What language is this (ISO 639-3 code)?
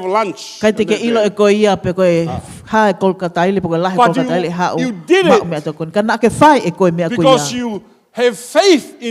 ton